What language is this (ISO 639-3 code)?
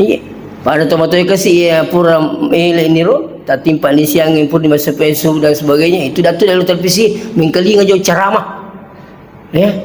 bug